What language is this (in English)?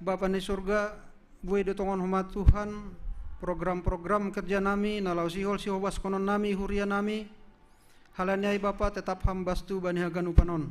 Batak Simalungun